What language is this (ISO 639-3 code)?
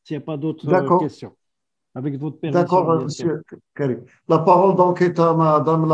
fra